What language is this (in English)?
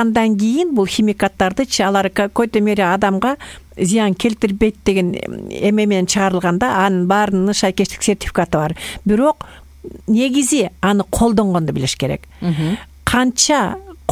Kyrgyz